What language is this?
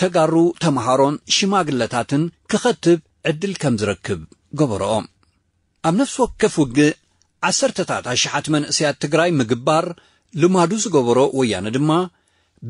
Tigrinya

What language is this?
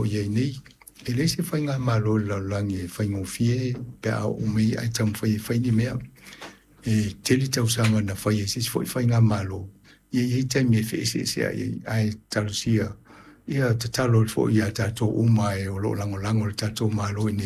Samoan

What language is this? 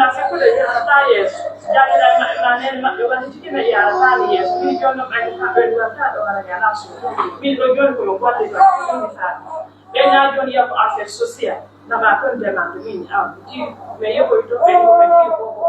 Pular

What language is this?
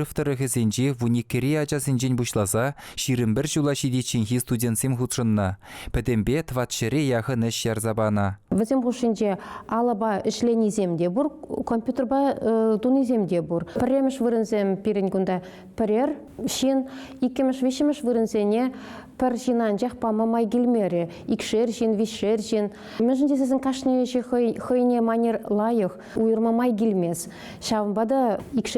Chuvash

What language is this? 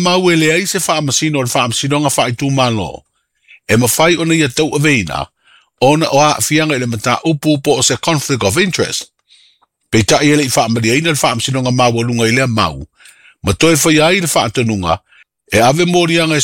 Samoan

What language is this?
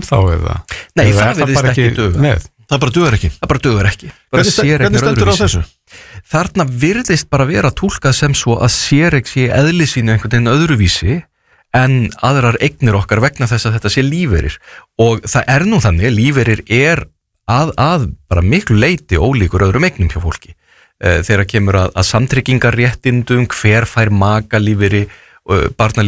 Icelandic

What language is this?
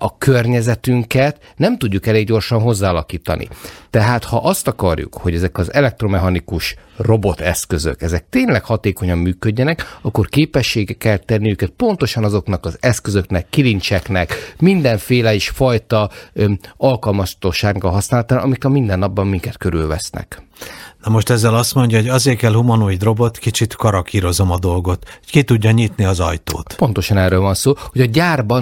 Hungarian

